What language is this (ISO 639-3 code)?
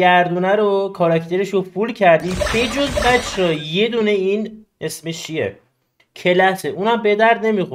fas